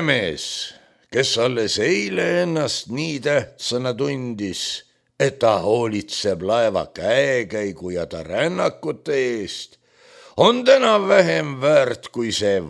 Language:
Estonian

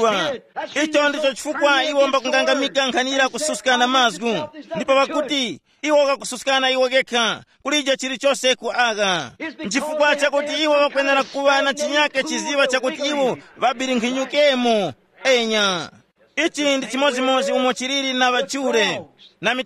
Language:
Tumbuka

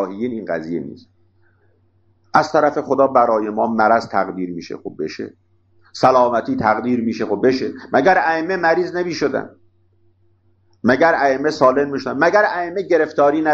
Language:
Persian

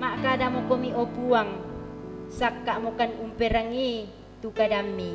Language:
Toraja-Sa'dan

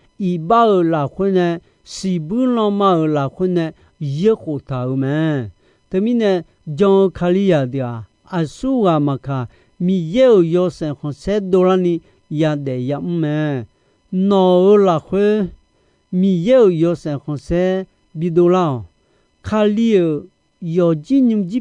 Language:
Akha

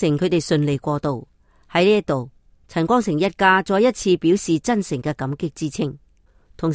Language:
Cantonese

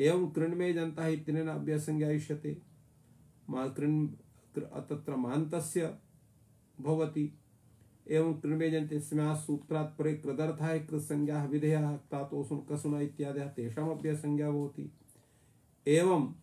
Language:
Sanskrit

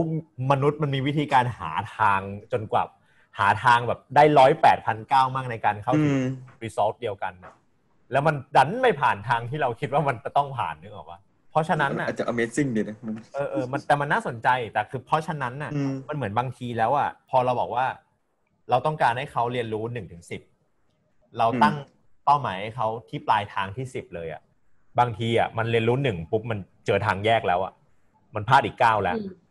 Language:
Thai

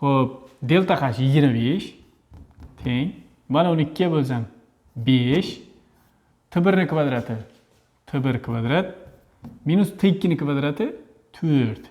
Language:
Uzbek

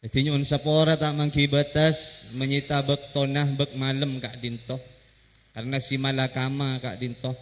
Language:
Madurese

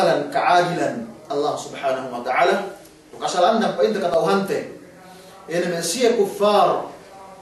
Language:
Yakan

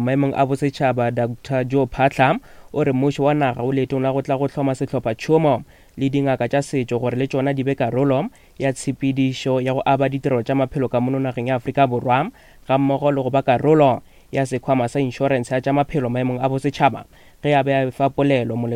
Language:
Northern Sotho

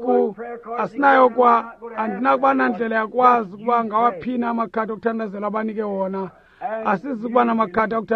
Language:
Xhosa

